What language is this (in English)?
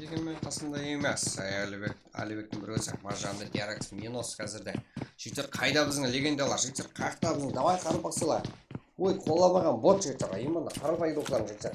Kara-Kalpak